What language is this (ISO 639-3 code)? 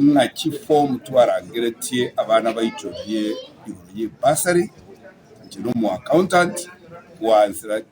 guz